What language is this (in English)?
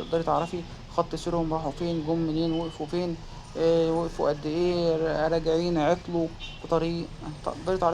Egyptian Arabic